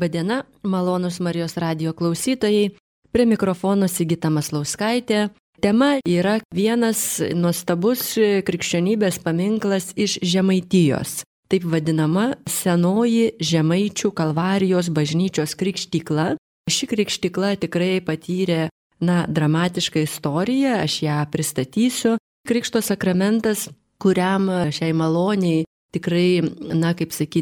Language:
Lithuanian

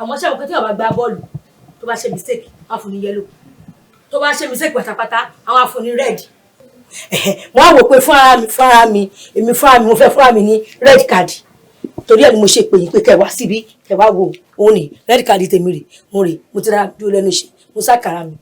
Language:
Yoruba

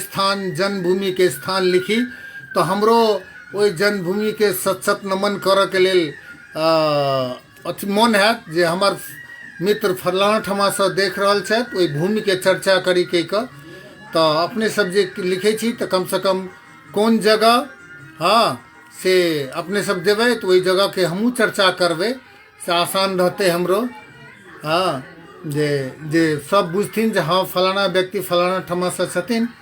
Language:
Maithili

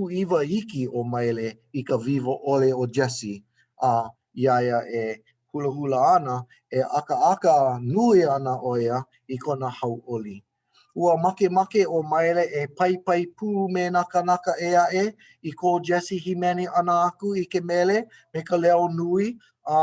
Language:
Hawaiian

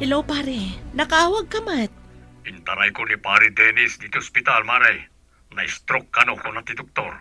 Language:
Iloko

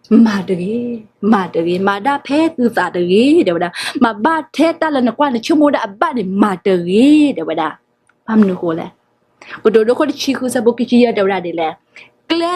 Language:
S'gaw Karen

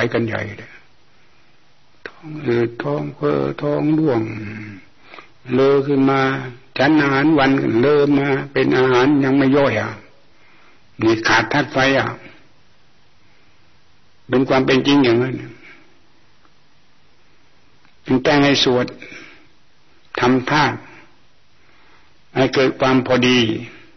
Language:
Thai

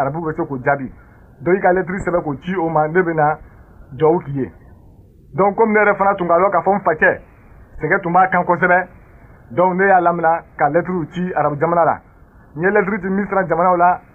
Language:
Bambara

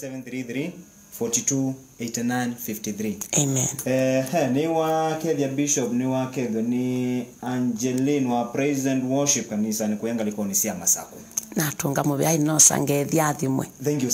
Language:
Kamba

